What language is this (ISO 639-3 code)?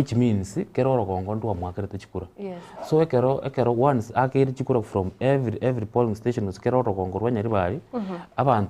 guz